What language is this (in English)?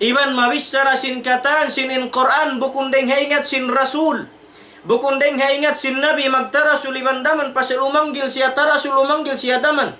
Tausug